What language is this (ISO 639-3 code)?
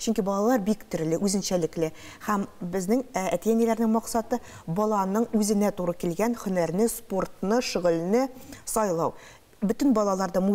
tat